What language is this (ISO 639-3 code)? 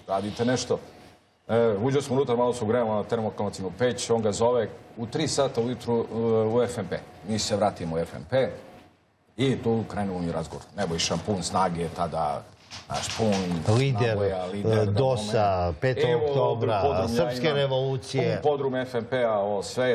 srp